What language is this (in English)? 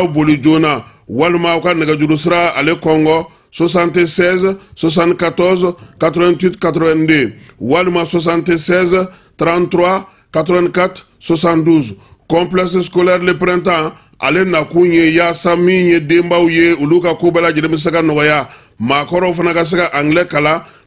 Bambara